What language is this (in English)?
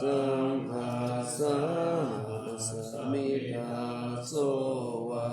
Pali